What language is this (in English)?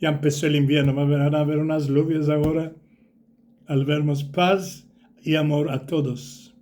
Ladino